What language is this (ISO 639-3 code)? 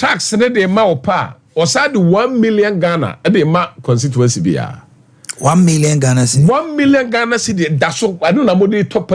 aka